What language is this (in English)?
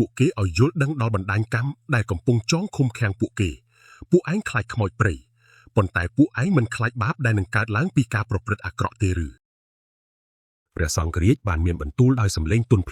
Khmer